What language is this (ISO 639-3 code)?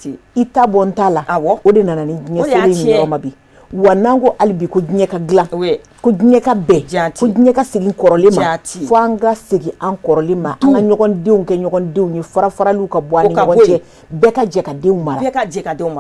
bam